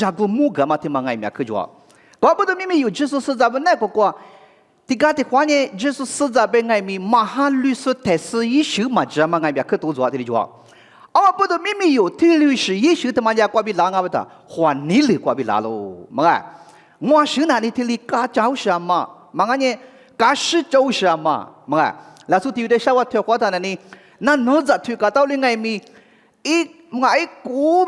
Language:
Lisu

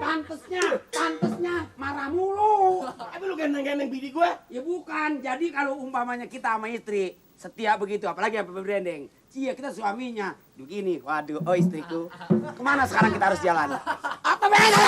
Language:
Betawi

